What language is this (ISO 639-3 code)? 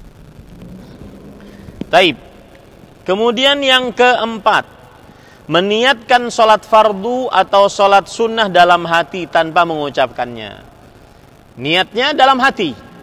ind